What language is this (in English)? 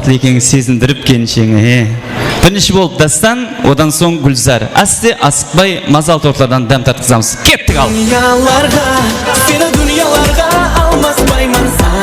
Kara-Kalpak